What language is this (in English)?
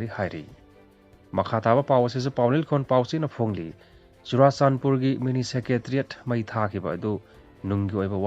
Manipuri